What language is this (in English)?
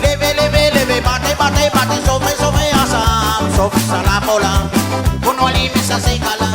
Réunion Creole French